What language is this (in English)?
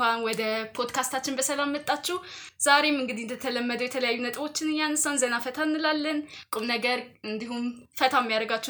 Amharic